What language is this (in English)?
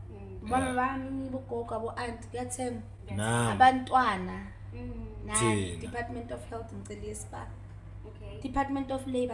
Zulu